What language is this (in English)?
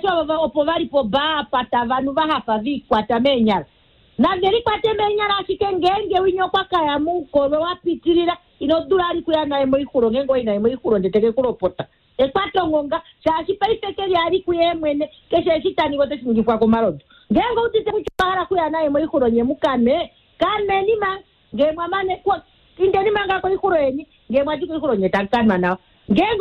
Kuanyama